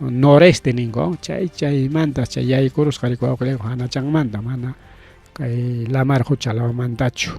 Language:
Ayacucho Quechua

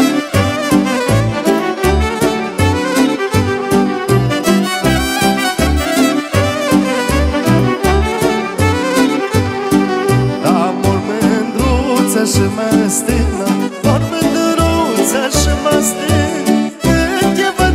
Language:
Romanian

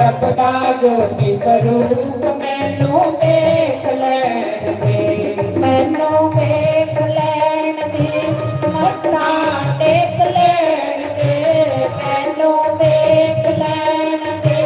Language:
Dogri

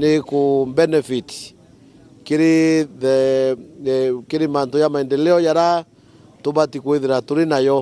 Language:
Meru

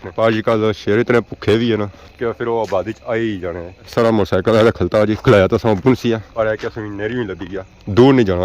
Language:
Pahari-Potwari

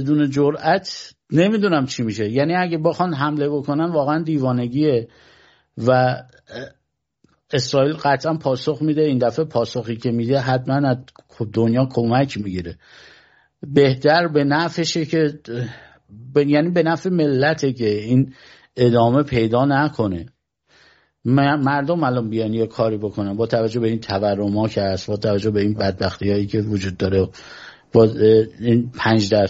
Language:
Persian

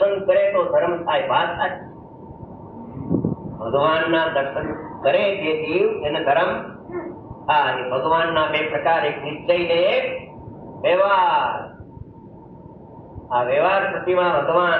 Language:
Gujarati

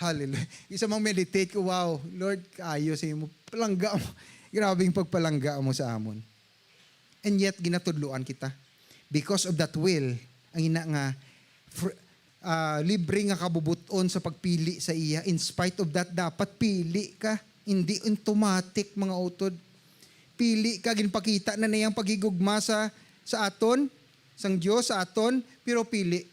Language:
Hiligaynon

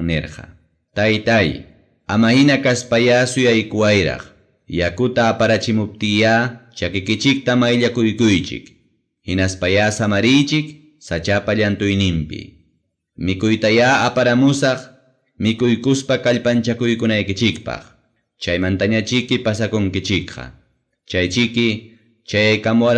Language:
Ayacucho Quechua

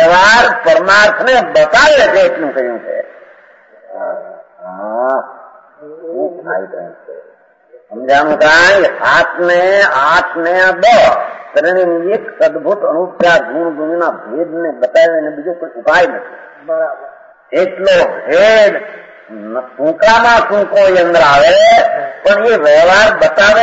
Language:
Gujarati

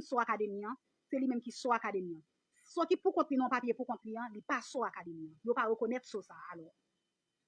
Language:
Haitian Creole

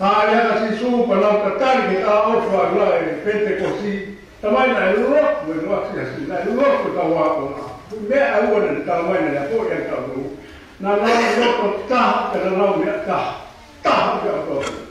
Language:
Tongan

